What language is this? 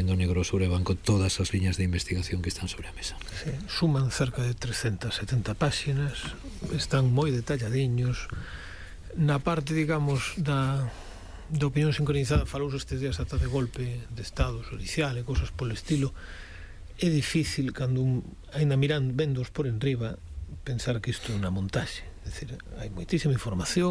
Galician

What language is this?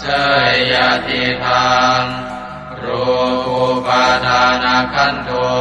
Pali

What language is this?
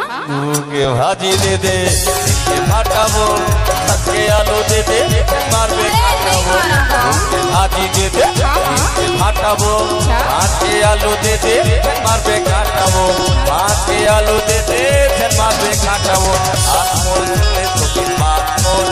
Chhattisgarhi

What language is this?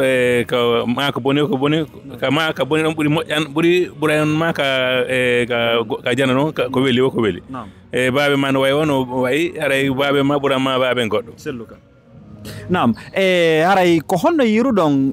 Fula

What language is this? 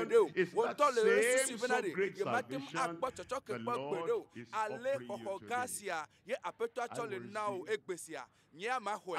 Ewe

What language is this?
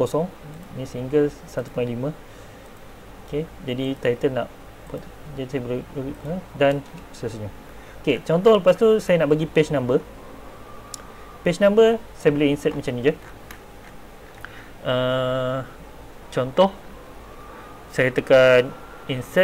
Malay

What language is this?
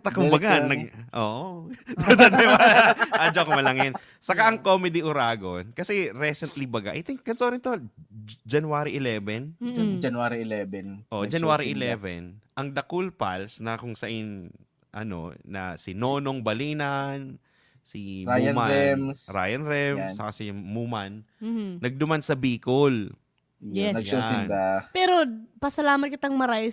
Bikol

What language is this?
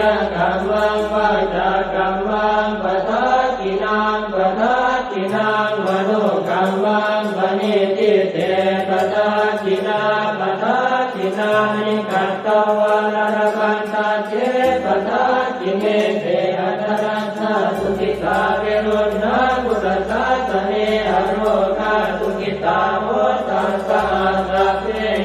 Pali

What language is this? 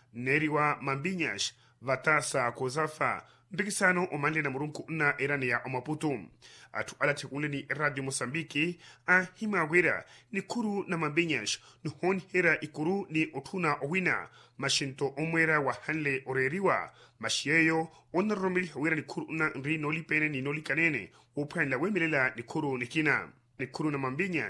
Makhuwa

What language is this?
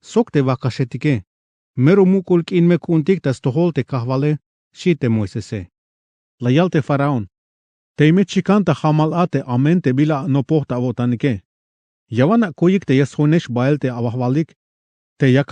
Tzeltal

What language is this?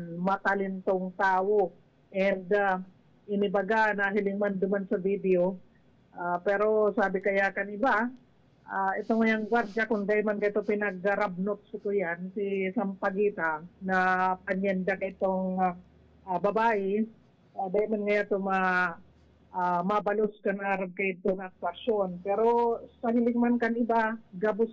Bikol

